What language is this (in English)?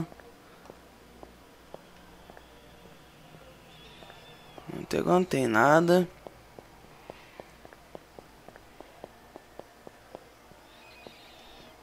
Portuguese